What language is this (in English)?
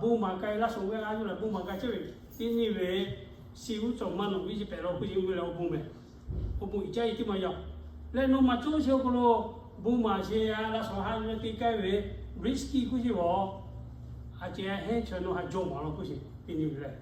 Lahu